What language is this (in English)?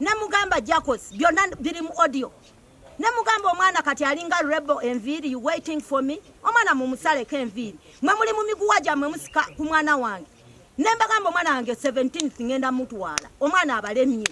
Ganda